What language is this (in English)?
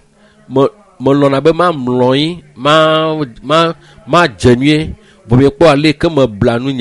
Ewe